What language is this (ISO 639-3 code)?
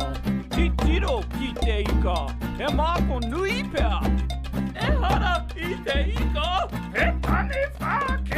mri